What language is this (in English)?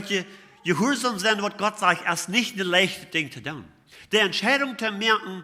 Plautdietsch